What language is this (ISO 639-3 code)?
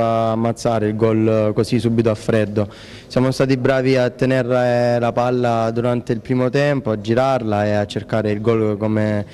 ita